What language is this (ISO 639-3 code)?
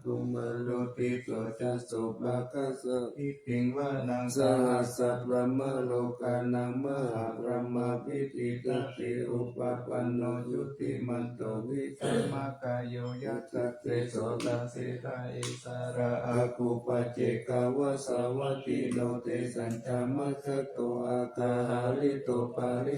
pli